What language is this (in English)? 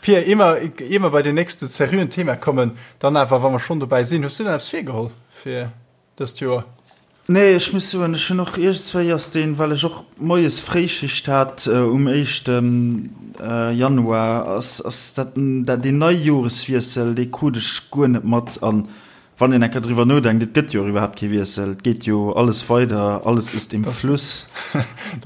Luxembourgish